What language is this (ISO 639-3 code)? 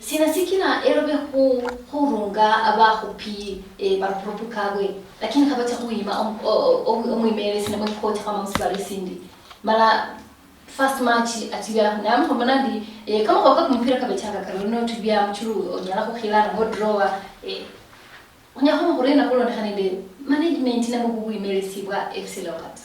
luy